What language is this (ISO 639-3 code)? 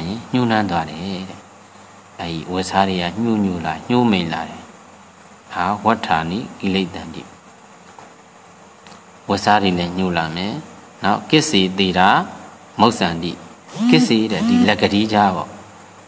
mya